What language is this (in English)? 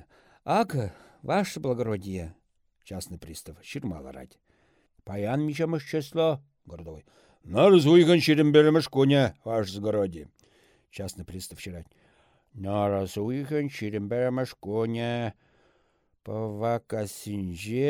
Chuvash